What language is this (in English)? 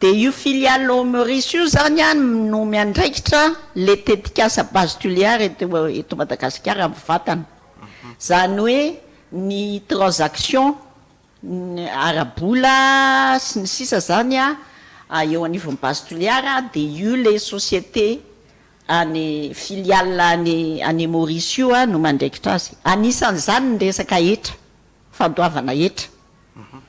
Malagasy